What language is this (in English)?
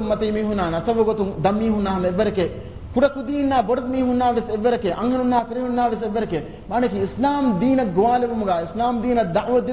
Divehi